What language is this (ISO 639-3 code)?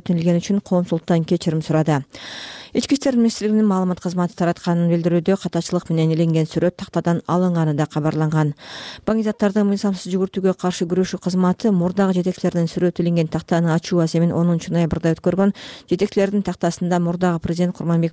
kir